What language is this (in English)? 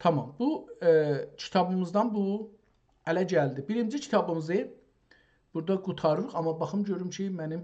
South Azerbaijani